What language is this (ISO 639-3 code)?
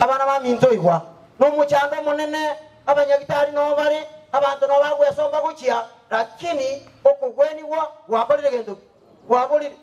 guz